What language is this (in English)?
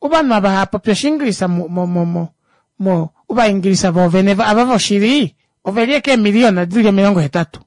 Kuanyama